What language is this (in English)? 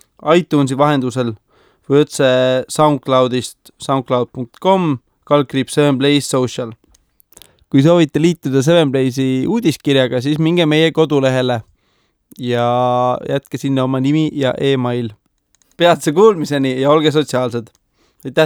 Estonian